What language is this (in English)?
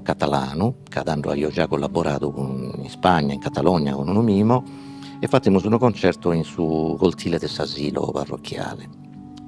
Sardinian